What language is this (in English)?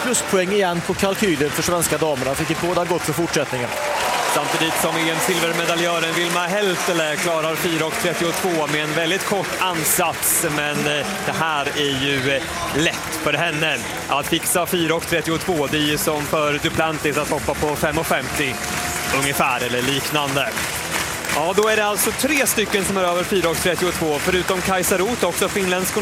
Swedish